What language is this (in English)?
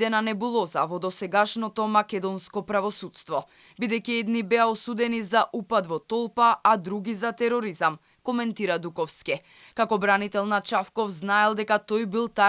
Macedonian